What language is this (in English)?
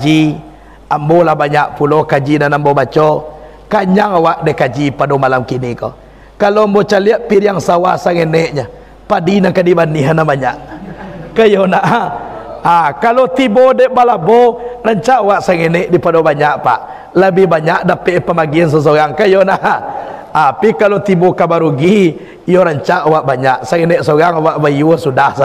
Minangkabau